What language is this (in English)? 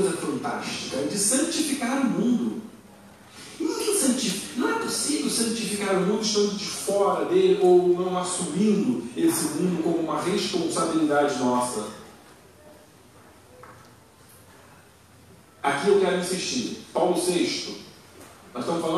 Portuguese